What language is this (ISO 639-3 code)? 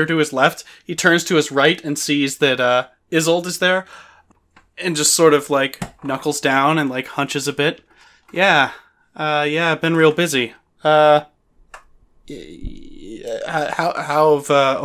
eng